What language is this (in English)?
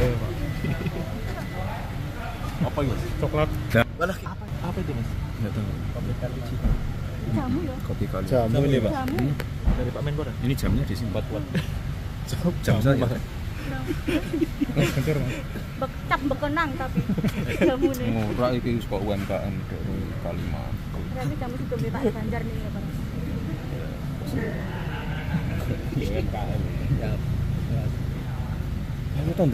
Indonesian